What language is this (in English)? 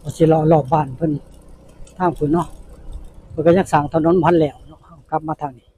Northeastern Thai